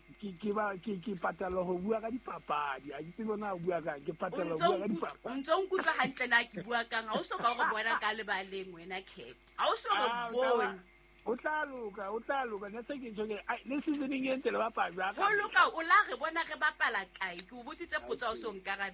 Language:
Southern Sotho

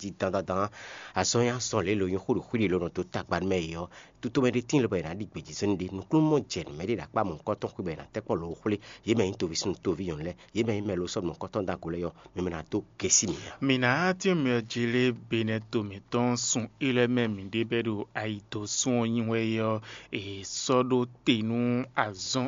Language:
Fon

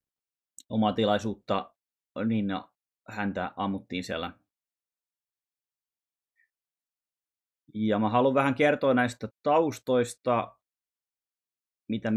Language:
Finnish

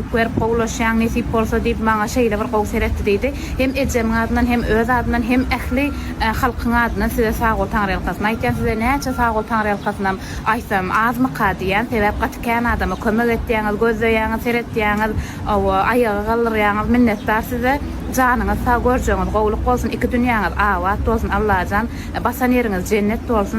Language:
Turkmen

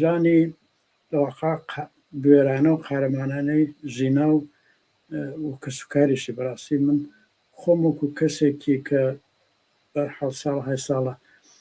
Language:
Central Kurdish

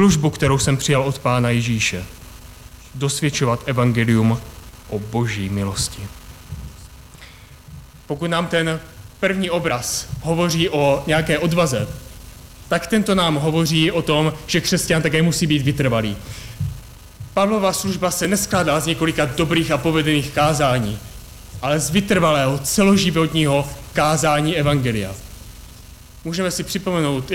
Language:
Czech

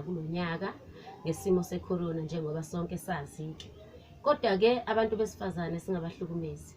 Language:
Zulu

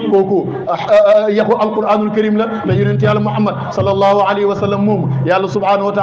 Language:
Wolof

